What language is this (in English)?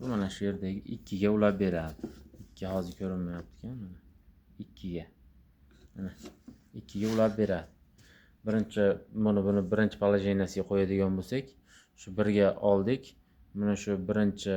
Uzbek